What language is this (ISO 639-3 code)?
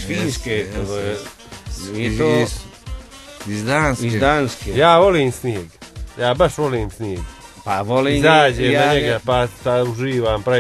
hrv